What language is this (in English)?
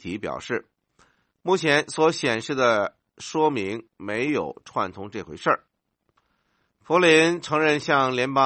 Chinese